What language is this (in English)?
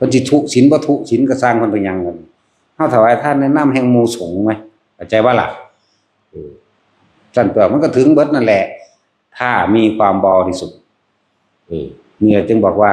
Northeastern Thai